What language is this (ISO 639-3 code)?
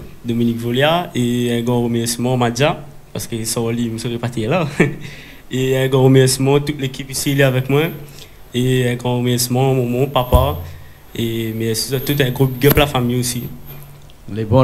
rcf